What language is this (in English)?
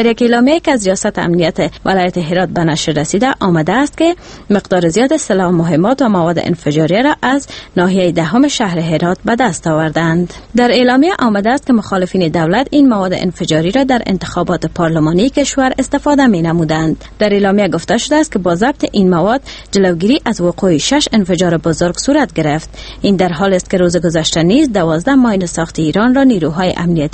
Persian